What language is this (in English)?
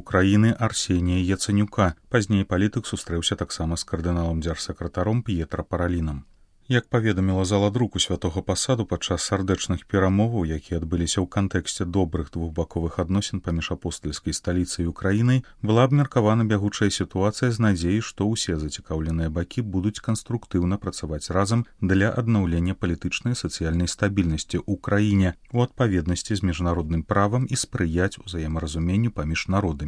Belarusian